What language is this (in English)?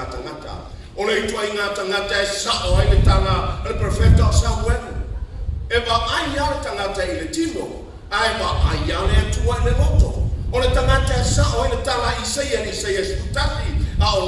Samoan